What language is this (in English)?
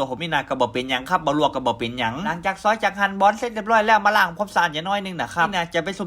Northern Thai